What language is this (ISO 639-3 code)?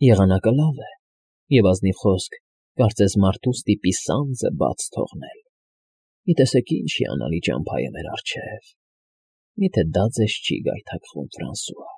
hye